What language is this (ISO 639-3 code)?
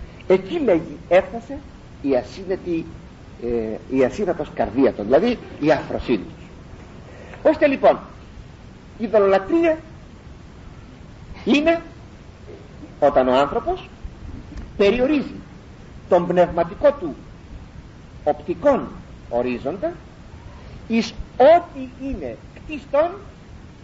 ell